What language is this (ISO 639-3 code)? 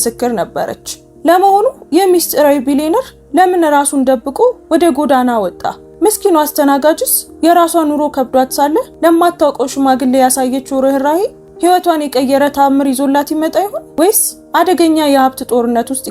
amh